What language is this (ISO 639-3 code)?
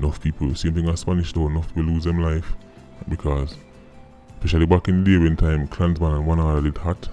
jam